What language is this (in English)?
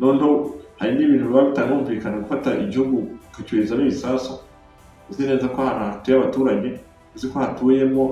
Kinyarwanda